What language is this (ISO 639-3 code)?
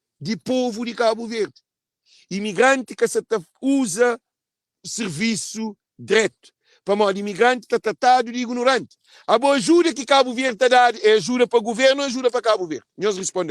kea